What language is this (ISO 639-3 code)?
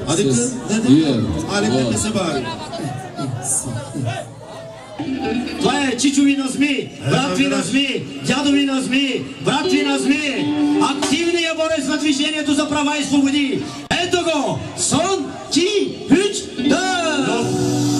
bul